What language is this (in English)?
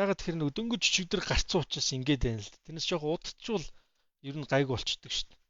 Mongolian